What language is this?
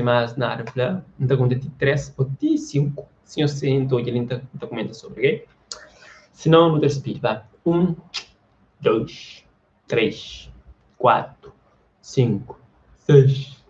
Kabuverdianu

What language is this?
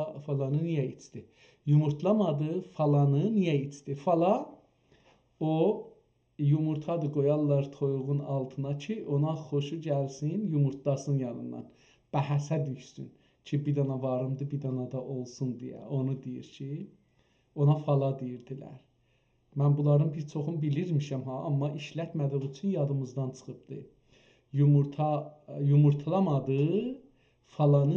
South Azerbaijani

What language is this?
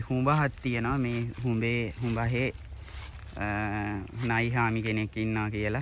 Sinhala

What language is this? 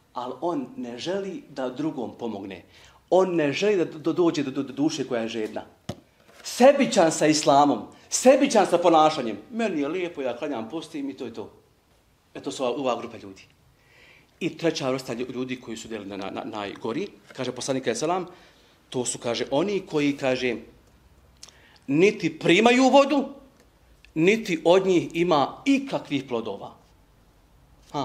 Bosnian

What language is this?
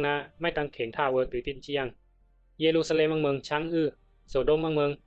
Bisu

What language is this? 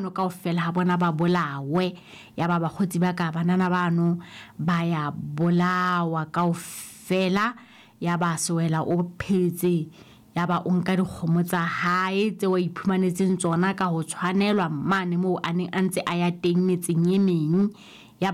Southern Sotho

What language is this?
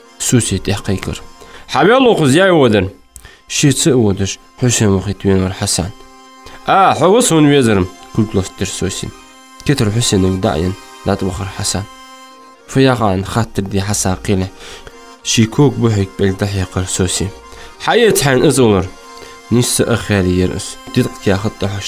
Ingush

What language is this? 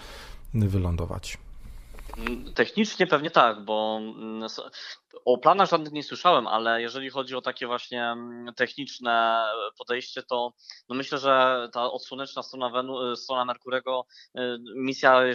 Polish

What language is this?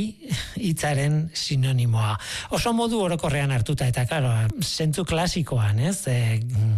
Basque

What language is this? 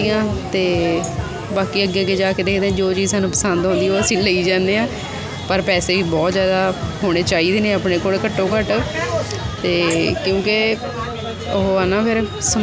Punjabi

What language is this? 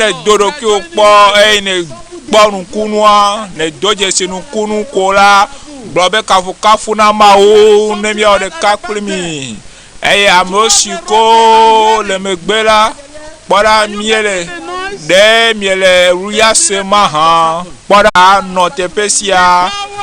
Ewe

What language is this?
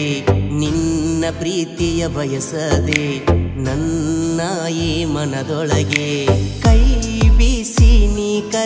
Kannada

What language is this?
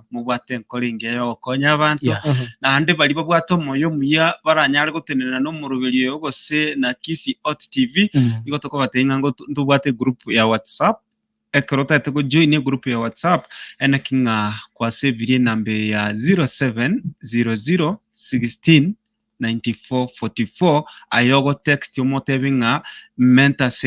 Gusii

